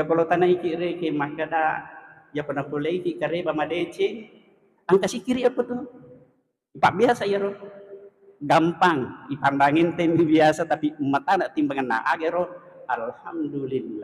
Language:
Buginese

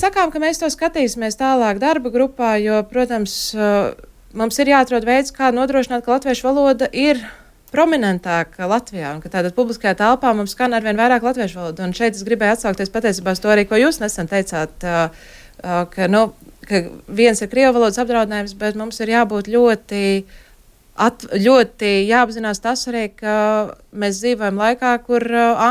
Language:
Latvian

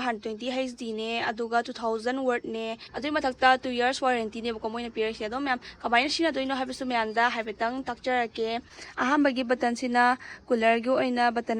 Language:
Manipuri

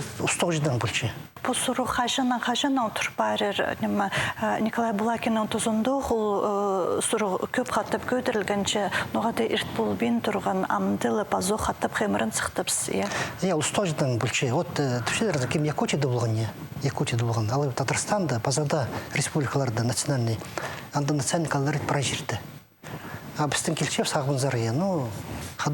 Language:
Khakas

